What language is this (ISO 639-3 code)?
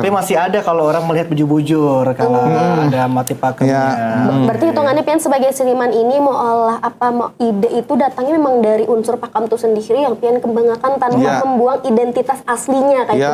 bjn